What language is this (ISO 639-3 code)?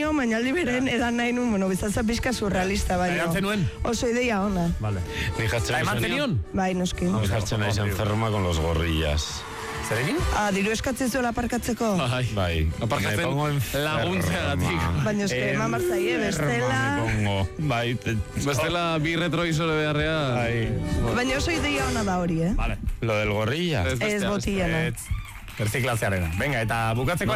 eus